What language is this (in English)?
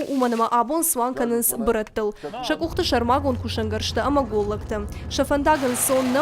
Ossetic